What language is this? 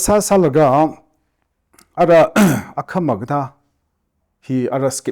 Tangkhul Naga (India)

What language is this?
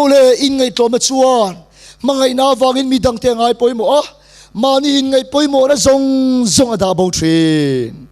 Mizo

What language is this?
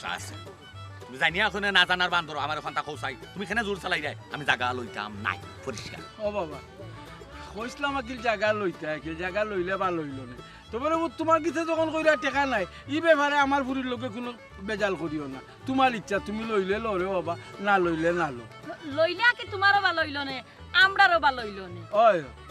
Sylheti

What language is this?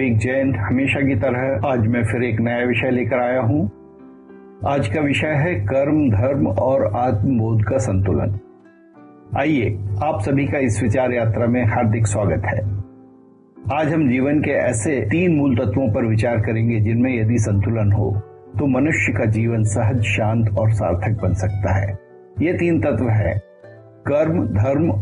Hindi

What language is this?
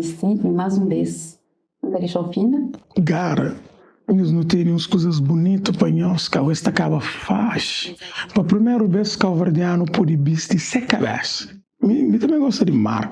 Kabuverdianu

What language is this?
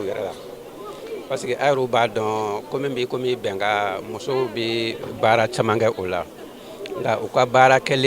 Bambara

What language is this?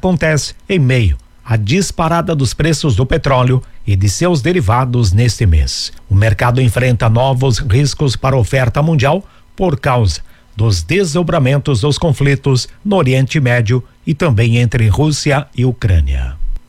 Portuguese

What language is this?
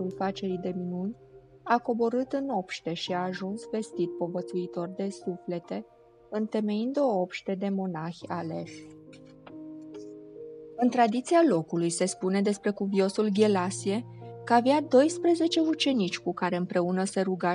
Romanian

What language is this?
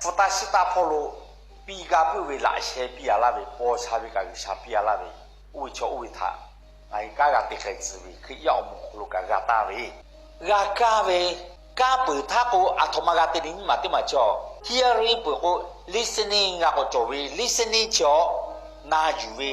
Lahu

